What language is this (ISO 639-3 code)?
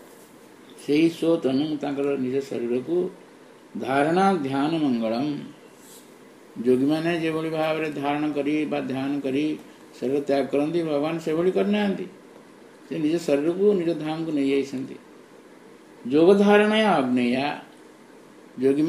ori